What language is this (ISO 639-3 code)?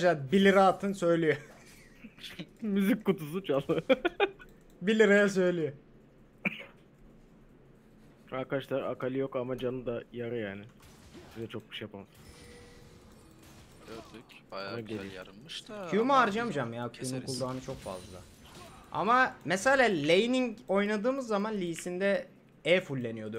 tur